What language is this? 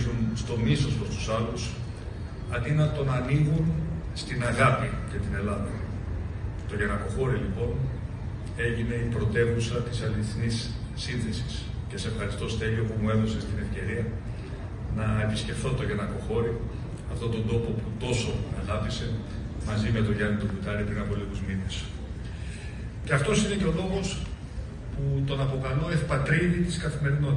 Greek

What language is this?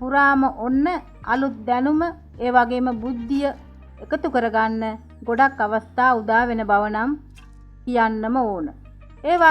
Sinhala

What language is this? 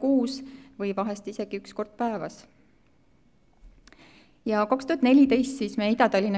Estonian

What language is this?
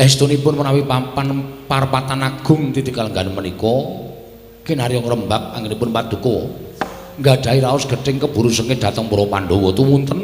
Javanese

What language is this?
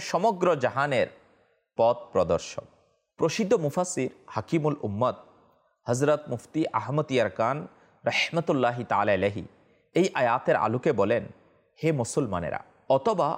Bangla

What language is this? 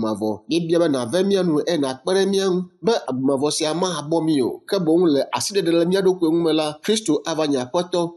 Ewe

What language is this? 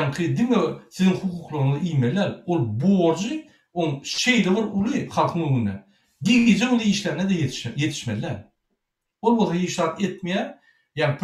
Turkmen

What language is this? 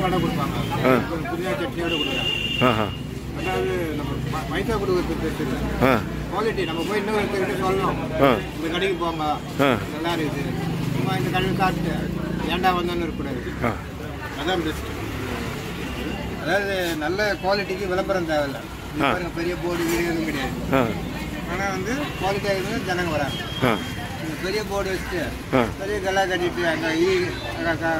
Tamil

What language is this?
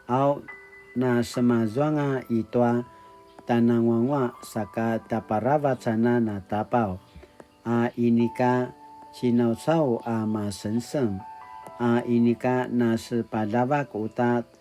Paiwan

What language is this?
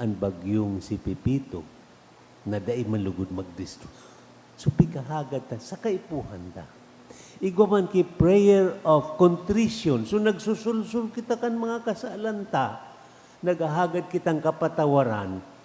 Bikol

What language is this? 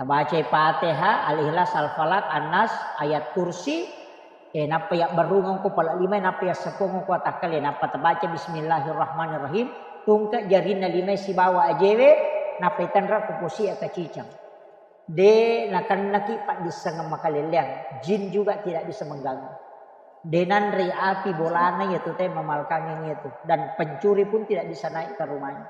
Buginese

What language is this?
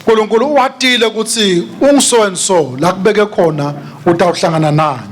Swati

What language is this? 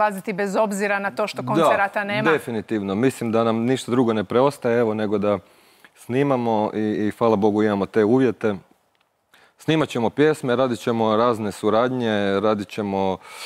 Croatian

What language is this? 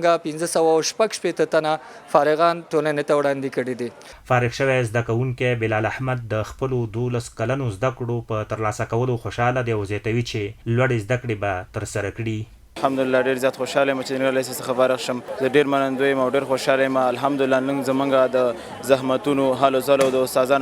Pashto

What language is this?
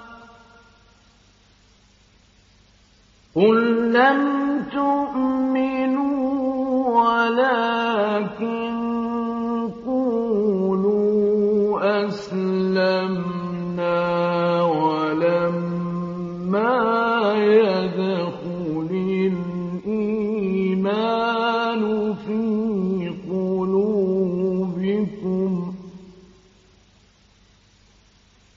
Arabic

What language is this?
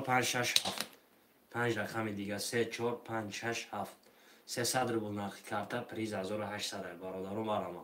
Tajik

